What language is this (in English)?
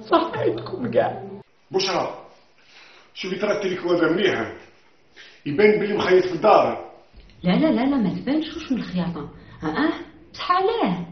Algerian Arabic